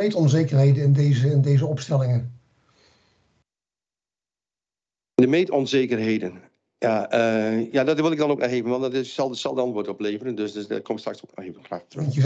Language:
Dutch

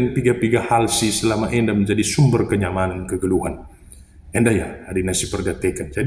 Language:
Batak Karo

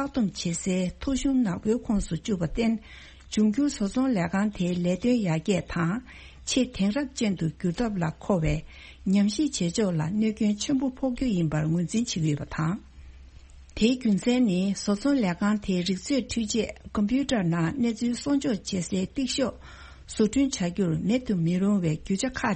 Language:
Tibetan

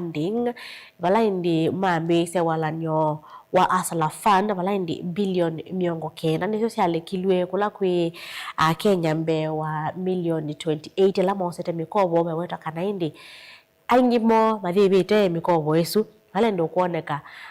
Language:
Kamba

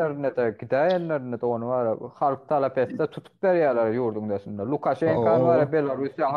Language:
Turkmen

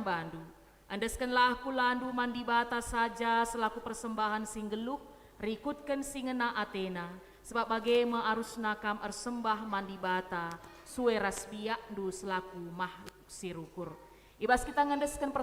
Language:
Batak Karo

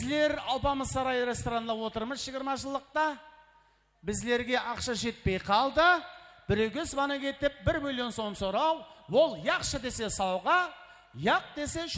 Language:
Kara-Kalpak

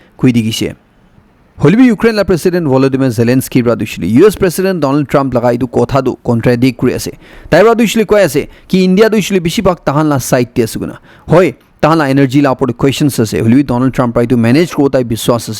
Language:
Naga Pidgin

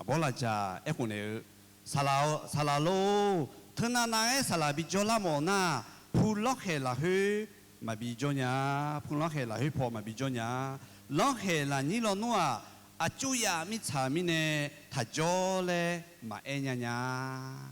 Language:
Akha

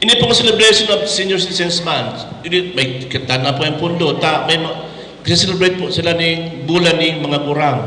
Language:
Bikol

